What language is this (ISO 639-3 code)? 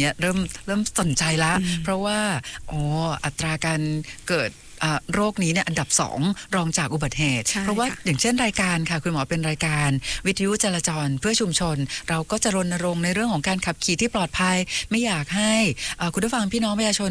tha